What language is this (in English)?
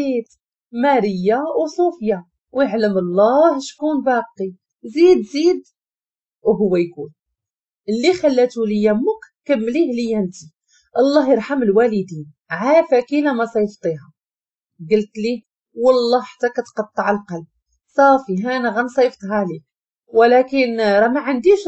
Moroccan Arabic